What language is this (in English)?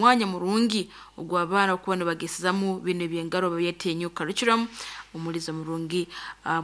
Nyoro